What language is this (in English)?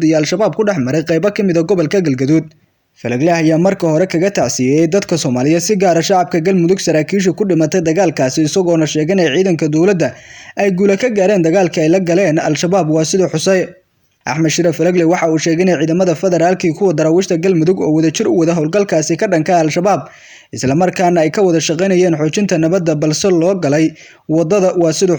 Somali